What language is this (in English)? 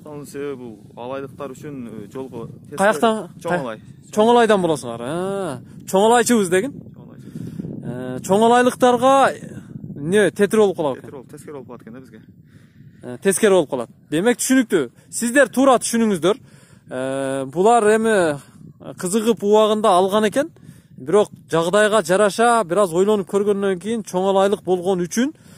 Kyrgyz